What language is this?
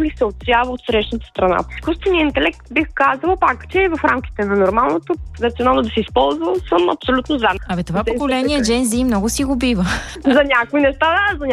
Bulgarian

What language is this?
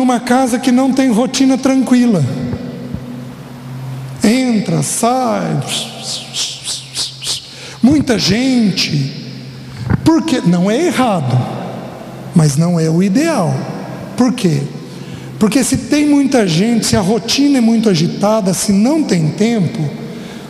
Portuguese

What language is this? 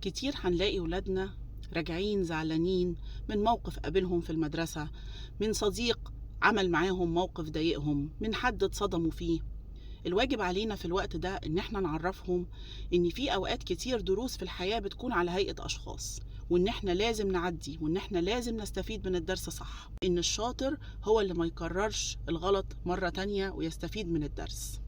Egyptian Arabic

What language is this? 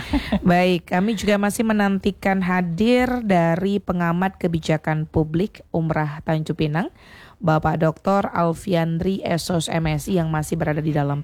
Indonesian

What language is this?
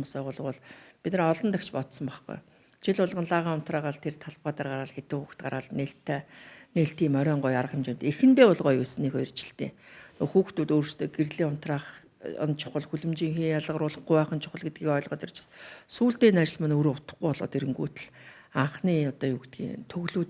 Mongolian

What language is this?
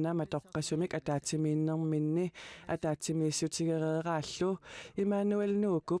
Kalaallisut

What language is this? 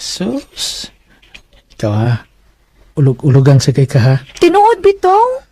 Cebuano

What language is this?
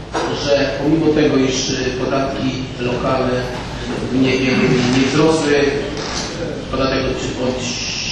Polish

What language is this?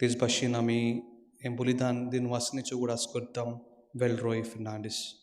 Konkani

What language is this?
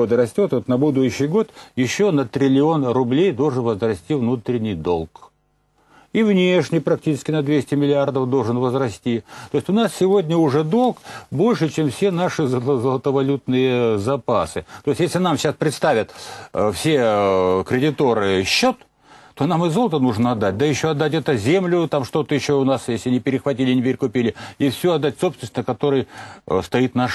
Russian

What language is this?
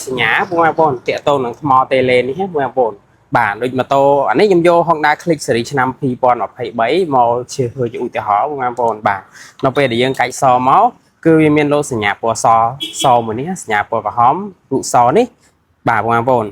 Khmer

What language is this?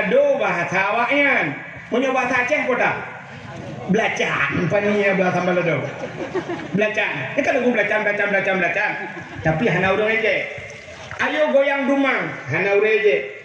Achinese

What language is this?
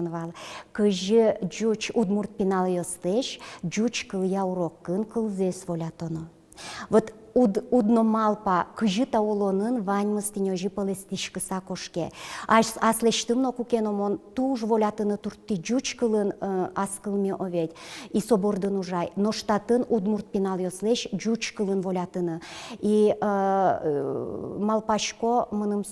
Udmurt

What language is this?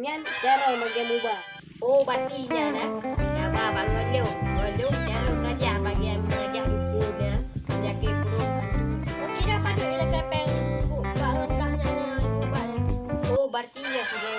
Achinese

